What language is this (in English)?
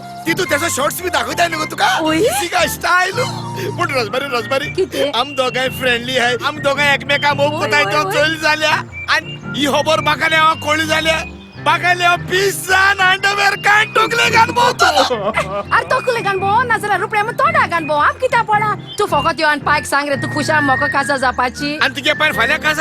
Konkani